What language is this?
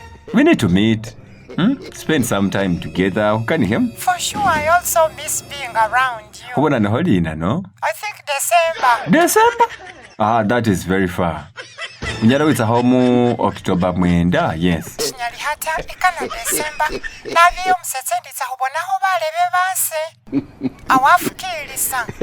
Masaaba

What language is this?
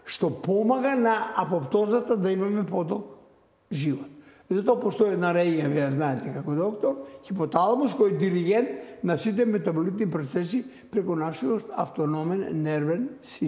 Macedonian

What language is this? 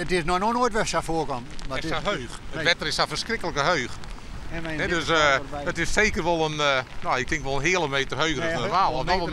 Western Frisian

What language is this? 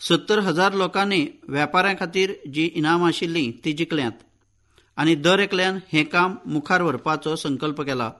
Konkani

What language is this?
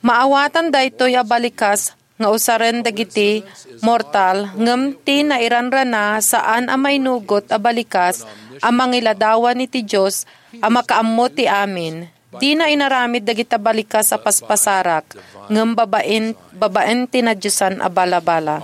Iloko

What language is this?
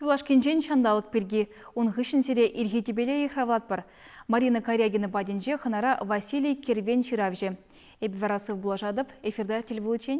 Chuvash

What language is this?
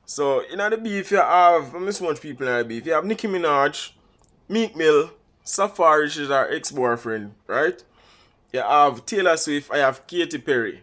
Jamaican Creole English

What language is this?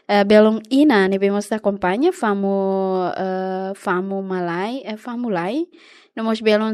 Tetum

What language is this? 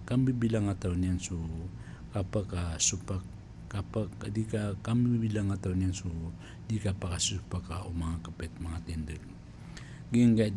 Maranao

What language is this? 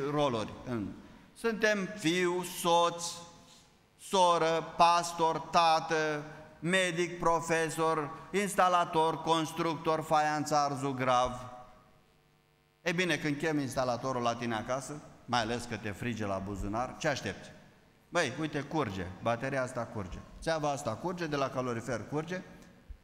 Romanian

